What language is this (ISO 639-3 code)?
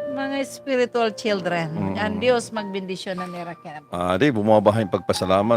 war